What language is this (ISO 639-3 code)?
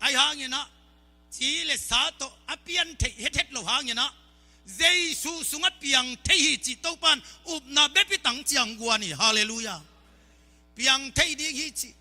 ctd